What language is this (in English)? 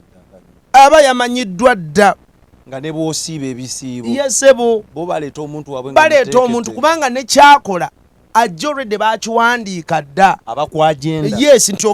Ganda